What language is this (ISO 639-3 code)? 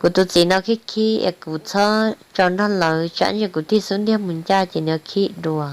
hmn